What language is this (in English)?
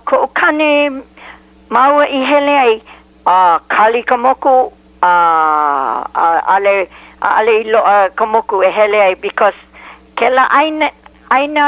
Hawaiian